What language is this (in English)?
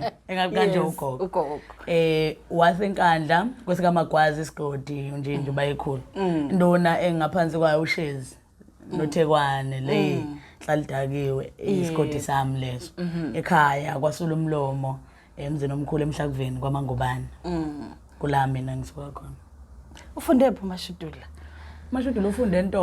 Zulu